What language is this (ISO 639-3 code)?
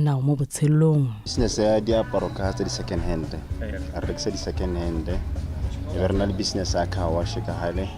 tsn